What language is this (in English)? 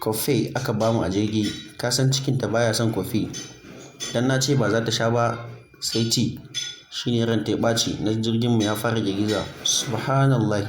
Hausa